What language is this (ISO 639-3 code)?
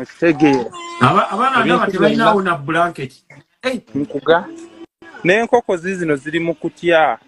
lug